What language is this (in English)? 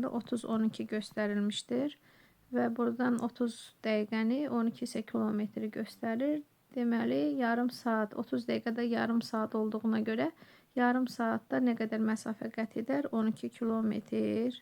Azerbaijani